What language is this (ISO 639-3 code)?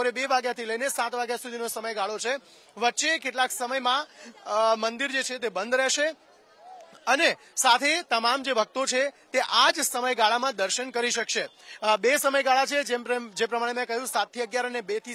guj